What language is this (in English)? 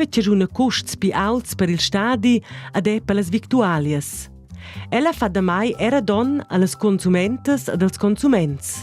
Romansh